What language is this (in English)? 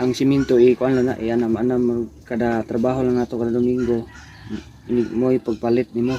Cebuano